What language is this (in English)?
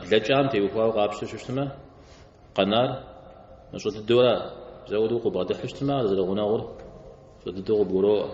Kabardian